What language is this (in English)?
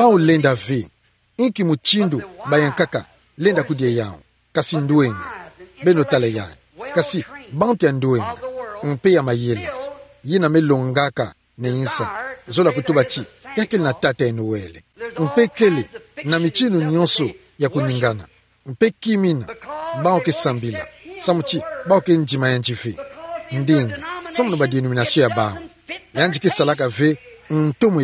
Kituba (Democratic Republic of Congo)